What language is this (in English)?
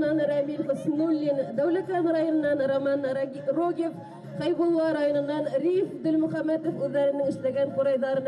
Bashkir